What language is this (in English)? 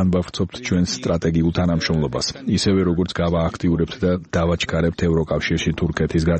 Georgian